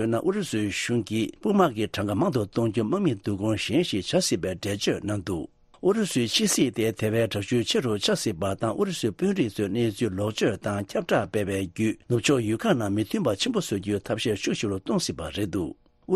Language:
Tibetan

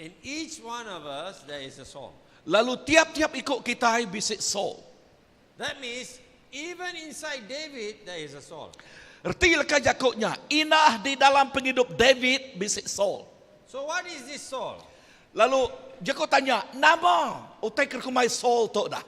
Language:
Iban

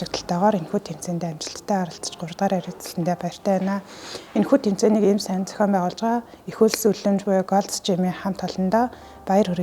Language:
Mongolian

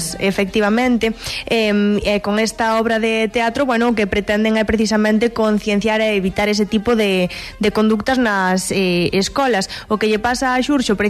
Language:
Galician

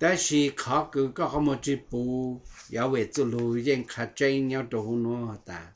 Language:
Hmong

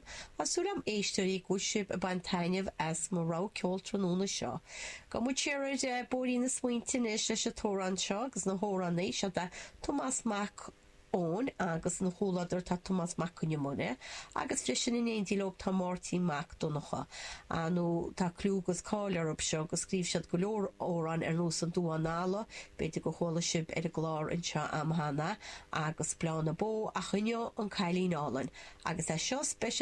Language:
Irish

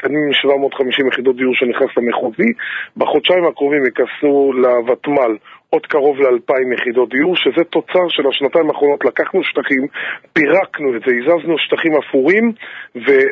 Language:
Hebrew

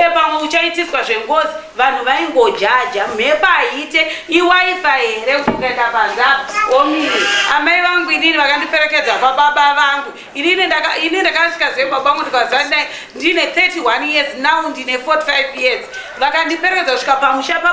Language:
Shona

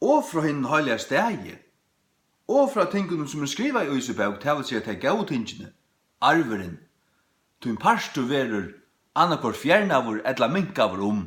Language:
Faroese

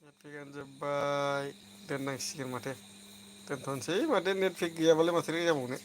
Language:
Bodo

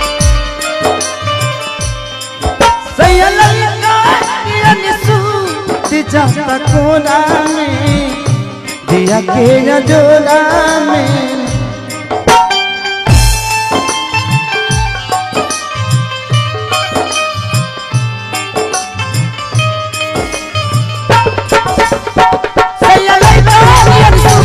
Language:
Bhojpuri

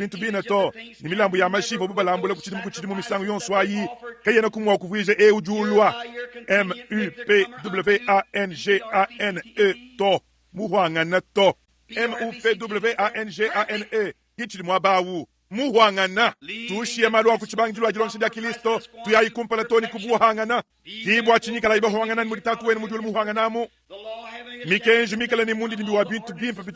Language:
Luba-Lulua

